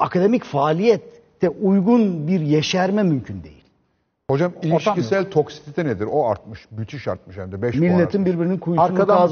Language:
Turkish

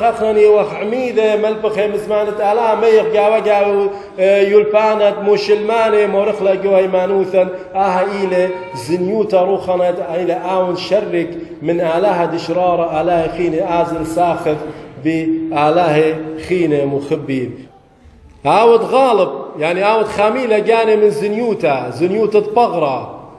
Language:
Assyrian Neo-Aramaic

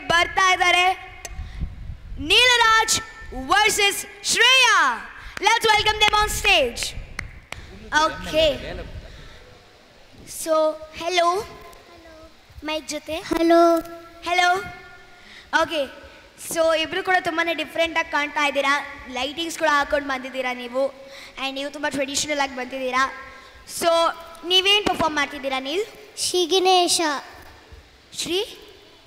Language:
Kannada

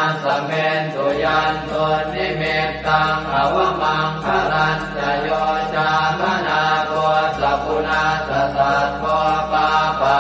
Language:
Pali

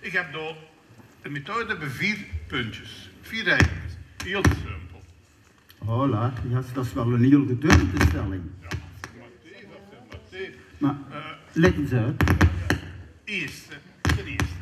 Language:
Limburgish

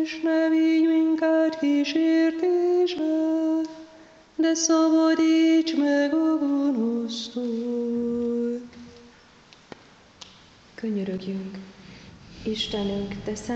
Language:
Hungarian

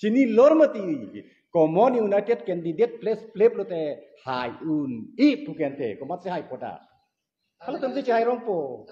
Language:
Karbi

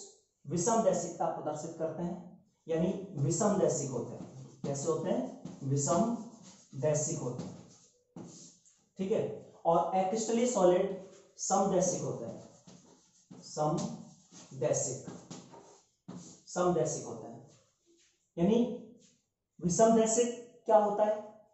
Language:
Hindi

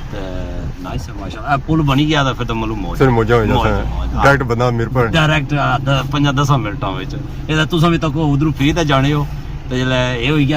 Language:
Pahari-Potwari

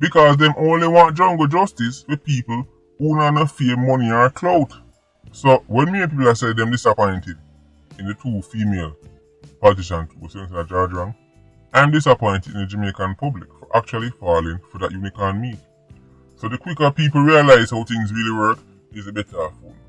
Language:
Jamaican Creole English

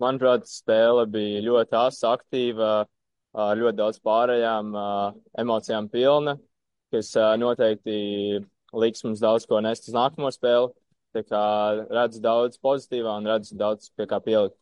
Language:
Latvian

